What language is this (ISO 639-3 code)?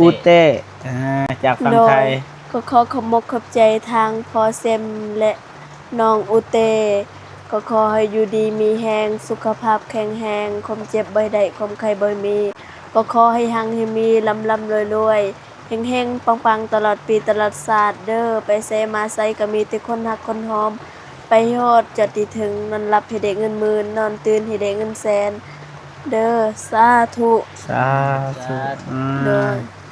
lao